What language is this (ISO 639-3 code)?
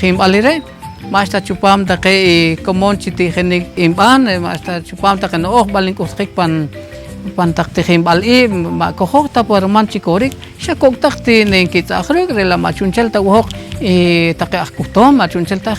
poh